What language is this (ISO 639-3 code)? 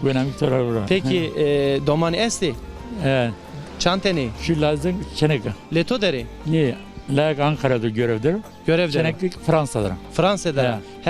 zza